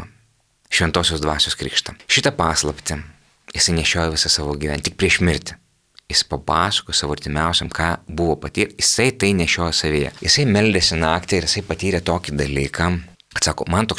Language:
Lithuanian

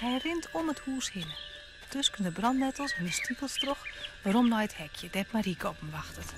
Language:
Western Frisian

